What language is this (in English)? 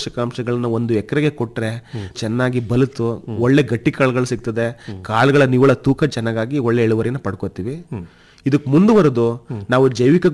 Kannada